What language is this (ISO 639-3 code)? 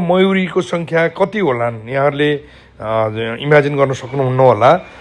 nep